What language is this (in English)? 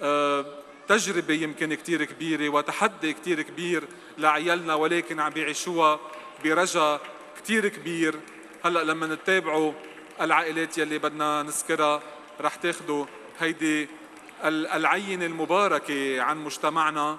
North Levantine Arabic